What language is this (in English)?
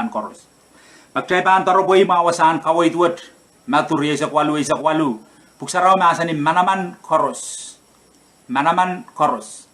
Pohnpeian